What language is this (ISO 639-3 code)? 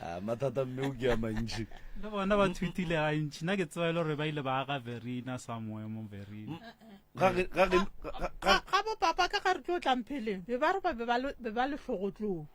nso